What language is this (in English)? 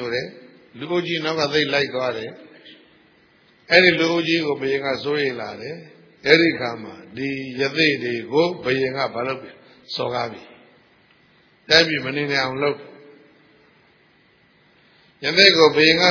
Burmese